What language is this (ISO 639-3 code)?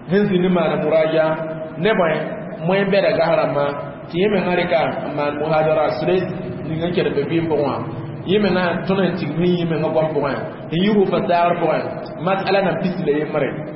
mos